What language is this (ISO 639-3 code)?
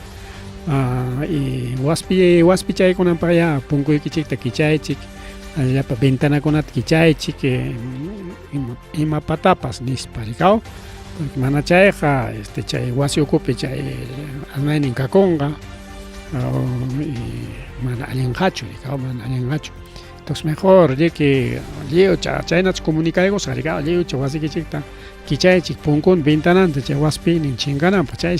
quy